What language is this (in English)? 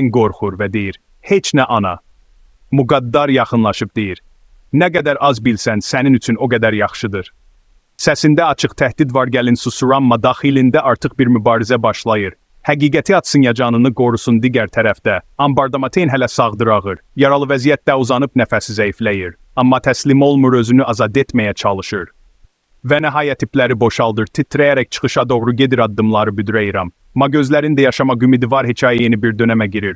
Azerbaijani